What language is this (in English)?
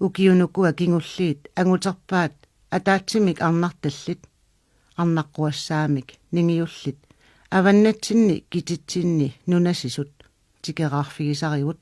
Kalaallisut